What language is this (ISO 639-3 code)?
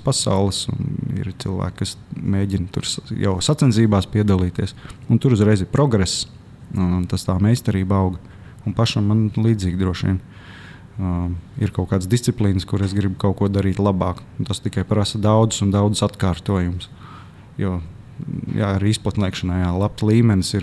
lav